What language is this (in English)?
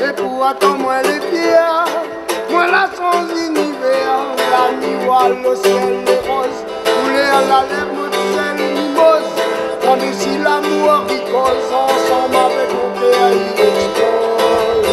Réunion Creole French